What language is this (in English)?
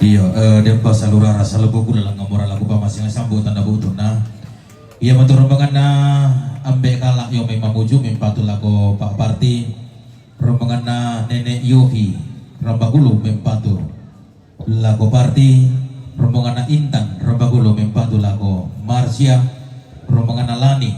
Toraja-Sa'dan